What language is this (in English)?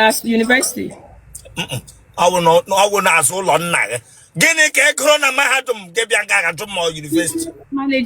Igbo